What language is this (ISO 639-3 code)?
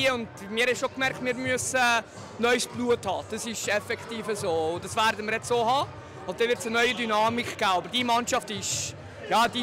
gsw